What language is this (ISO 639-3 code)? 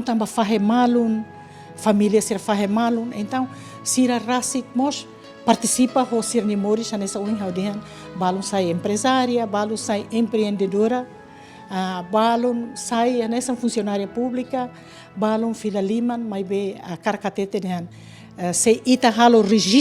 tet